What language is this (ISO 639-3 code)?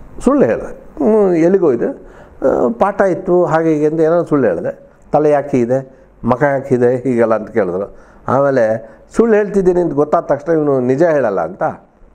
kan